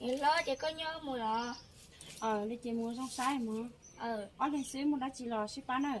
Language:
Hmong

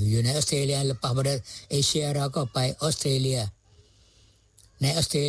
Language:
Thai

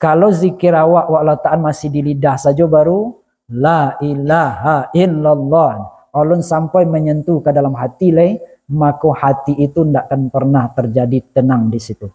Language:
Minangkabau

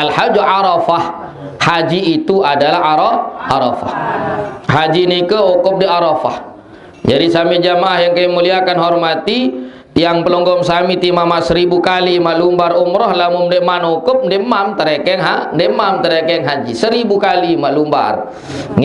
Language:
Sasak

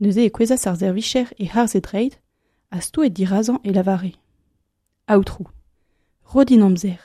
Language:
Breton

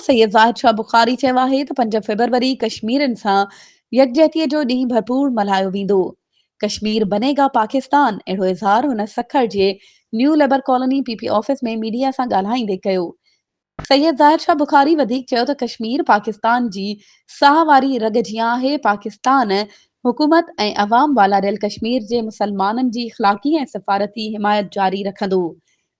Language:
Sindhi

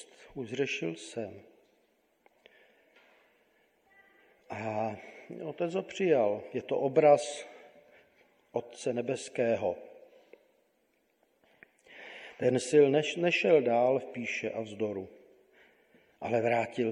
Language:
Czech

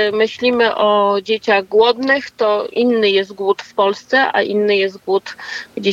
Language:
Polish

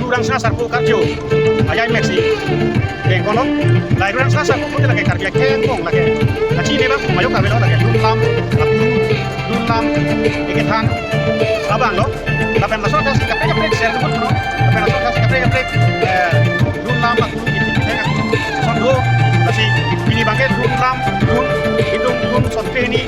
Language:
Karbi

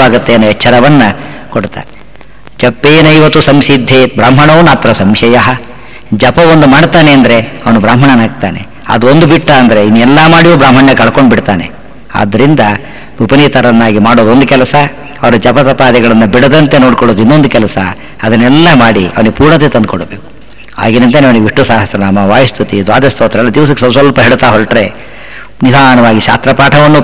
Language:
Kannada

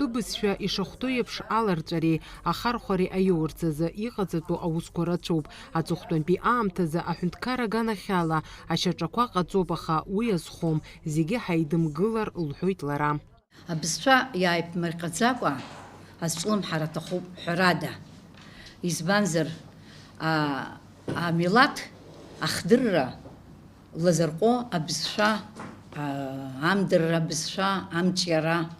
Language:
Abkhazian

